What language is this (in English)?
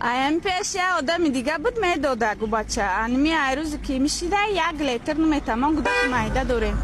Tajik